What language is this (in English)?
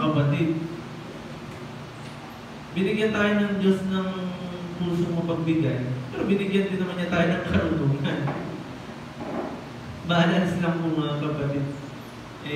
Filipino